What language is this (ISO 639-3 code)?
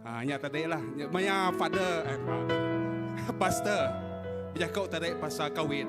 iba